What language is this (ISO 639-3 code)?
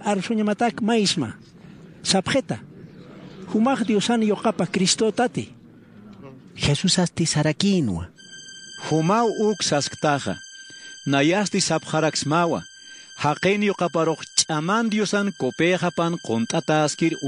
aym